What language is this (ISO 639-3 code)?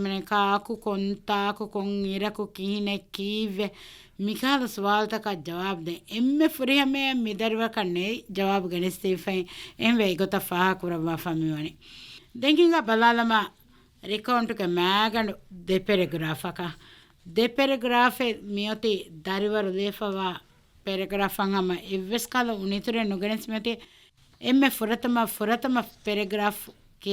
div